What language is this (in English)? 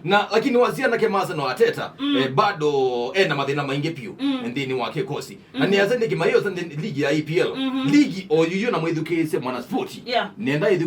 Kamba